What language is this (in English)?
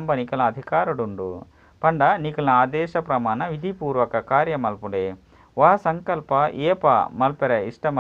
Tulu